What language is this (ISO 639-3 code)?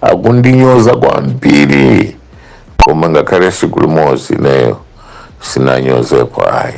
nya